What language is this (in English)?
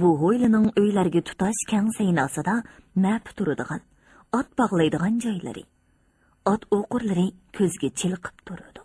Uyghur